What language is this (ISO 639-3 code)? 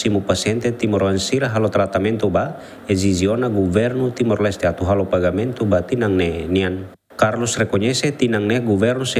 tet